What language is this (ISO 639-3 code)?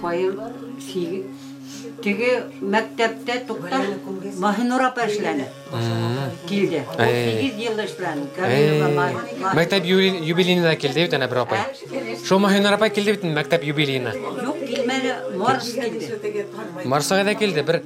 bak